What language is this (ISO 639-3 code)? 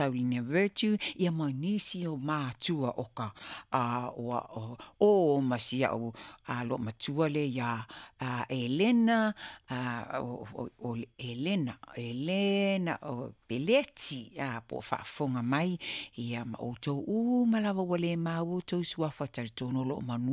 smo